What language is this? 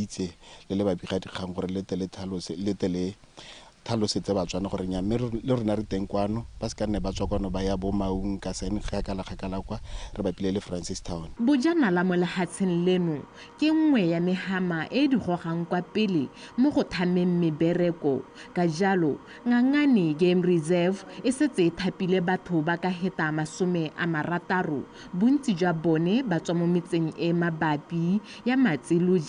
Tswana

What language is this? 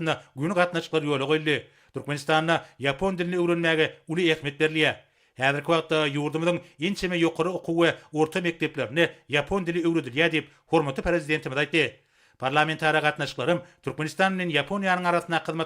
Turkmen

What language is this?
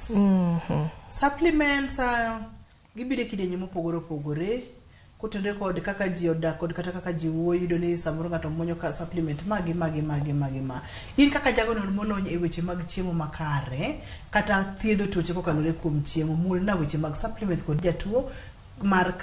Luo (Kenya and Tanzania)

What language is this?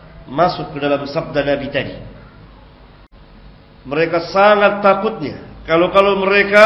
Malay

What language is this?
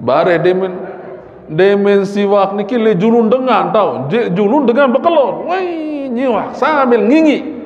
Sasak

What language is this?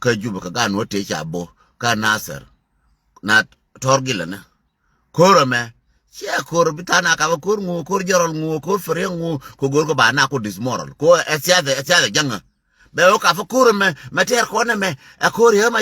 Nuer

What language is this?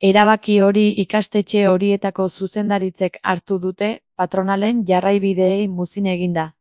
Basque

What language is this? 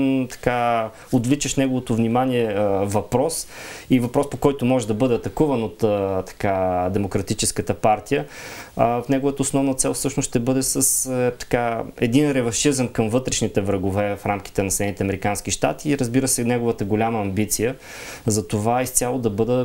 Bulgarian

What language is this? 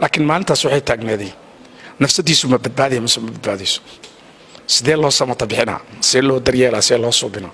Somali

